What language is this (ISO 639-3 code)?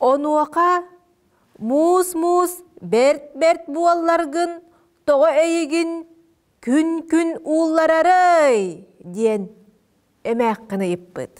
sah